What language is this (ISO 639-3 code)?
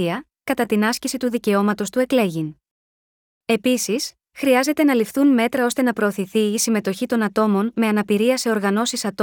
ell